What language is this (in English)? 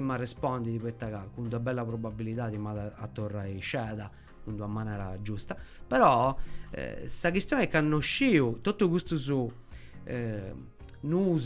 Sardinian